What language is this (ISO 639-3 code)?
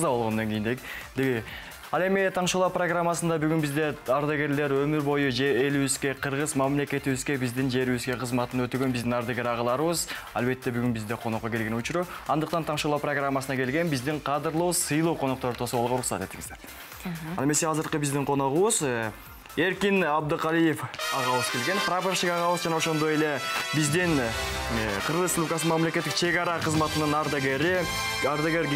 kir